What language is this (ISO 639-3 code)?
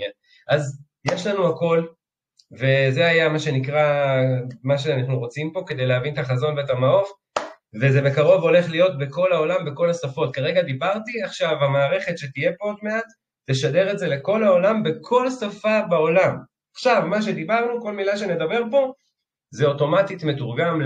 heb